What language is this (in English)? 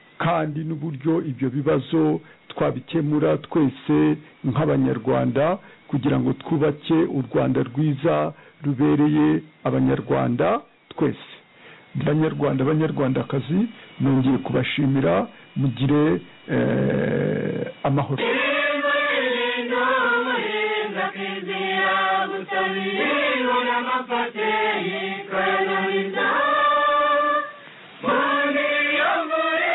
Kinyarwanda